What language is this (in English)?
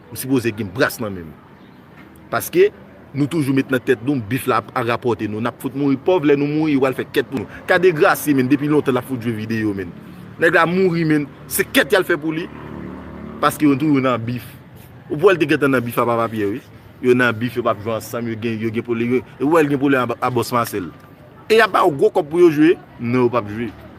Haitian Creole